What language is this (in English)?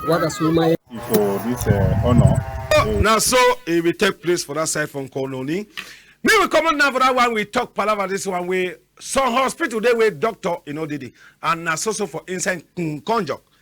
Cameroon Pidgin